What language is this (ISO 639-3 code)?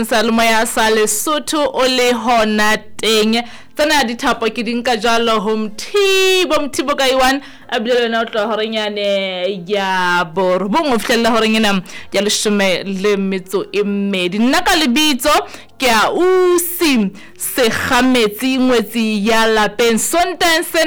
sot